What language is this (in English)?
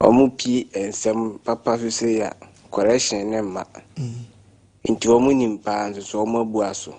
Akan